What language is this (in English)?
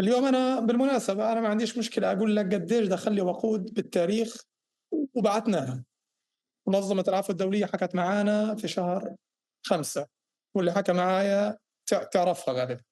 North Levantine Arabic